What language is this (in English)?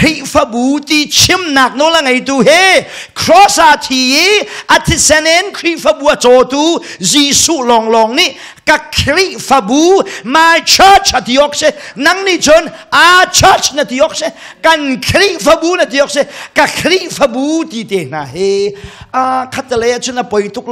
Hakha Chin